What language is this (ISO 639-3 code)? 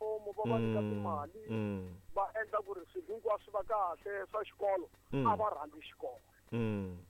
tso